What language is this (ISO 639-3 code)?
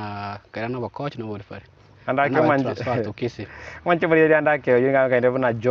guz